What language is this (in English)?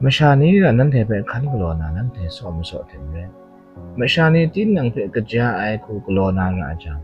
Kachin